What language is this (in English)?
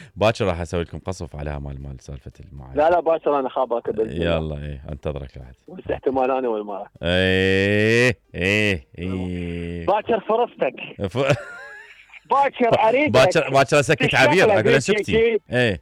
Mesopotamian Arabic